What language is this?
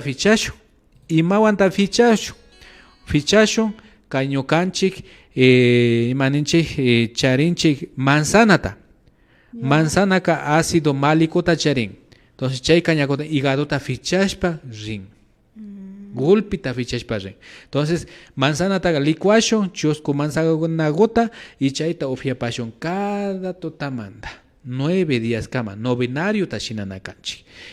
Imbabura Highland Quichua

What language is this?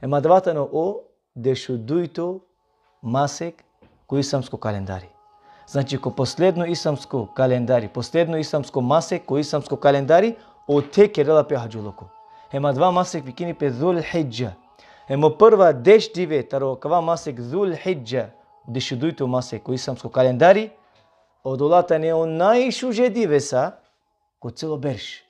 Balkan Romani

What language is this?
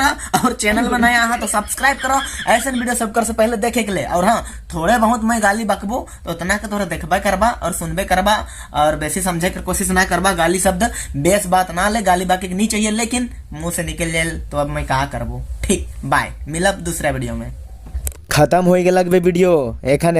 Sadri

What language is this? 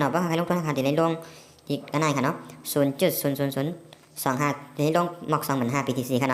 Shan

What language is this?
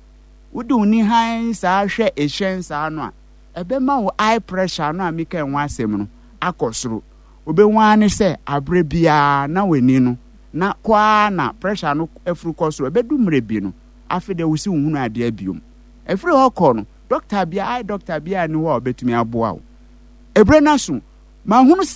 Akan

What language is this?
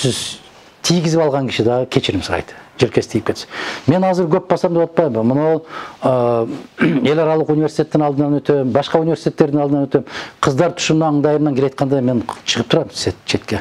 Kyrgyz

